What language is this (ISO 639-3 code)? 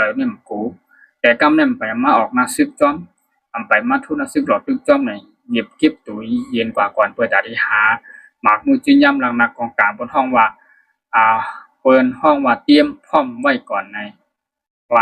shn